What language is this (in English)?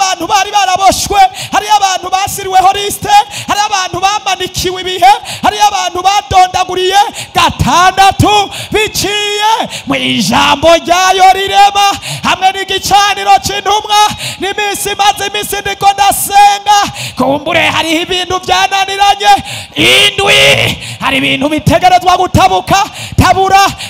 Rundi